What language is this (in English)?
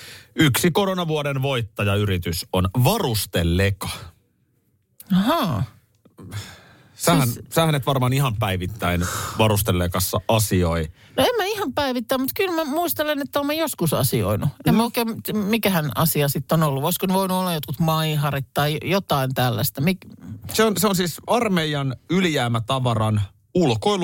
Finnish